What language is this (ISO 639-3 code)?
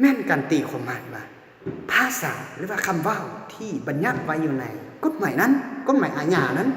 lao